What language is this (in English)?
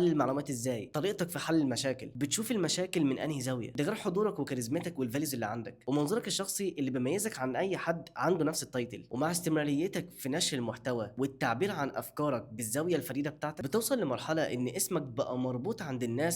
Egyptian Arabic